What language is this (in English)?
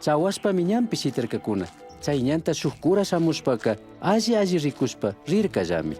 Chimborazo Highland Quichua